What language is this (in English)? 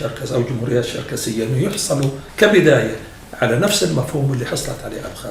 North Levantine Arabic